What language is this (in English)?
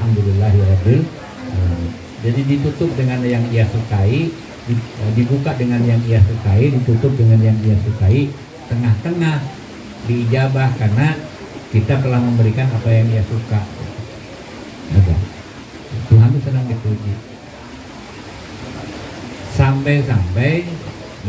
Indonesian